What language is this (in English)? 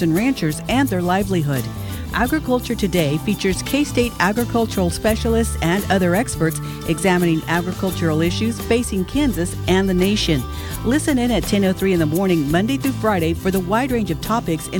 English